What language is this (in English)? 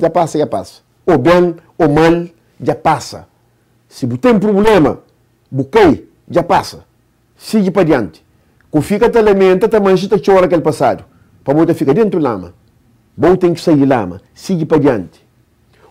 Kabuverdianu